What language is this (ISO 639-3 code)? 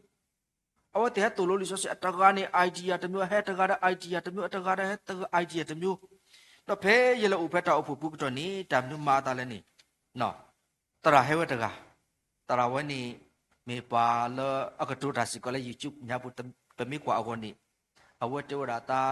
ksw